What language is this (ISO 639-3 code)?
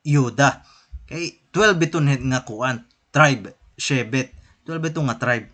war